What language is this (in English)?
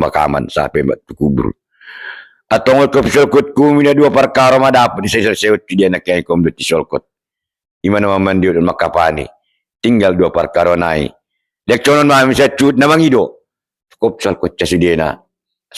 Batak Toba